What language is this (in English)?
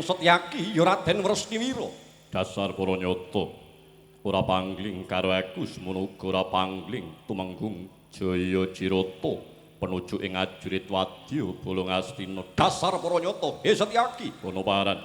Javanese